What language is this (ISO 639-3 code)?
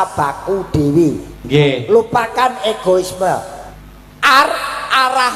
jav